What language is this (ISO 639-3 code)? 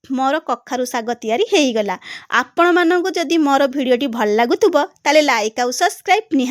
ori